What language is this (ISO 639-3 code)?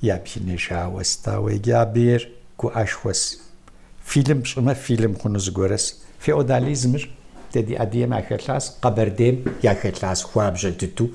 kbd